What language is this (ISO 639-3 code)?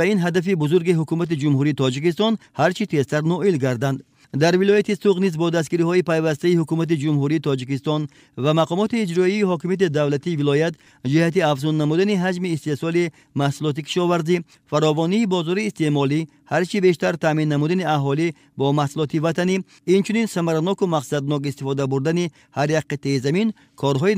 tgk